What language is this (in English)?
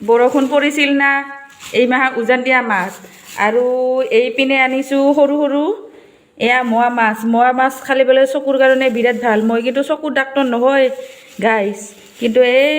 Assamese